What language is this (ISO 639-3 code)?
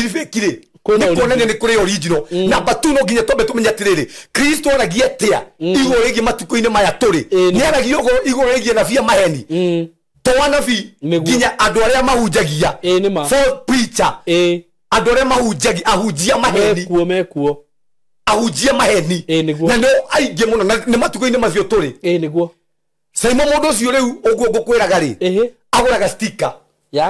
kik